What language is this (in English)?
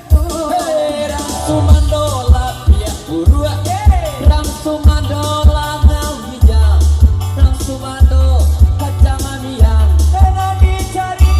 Minangkabau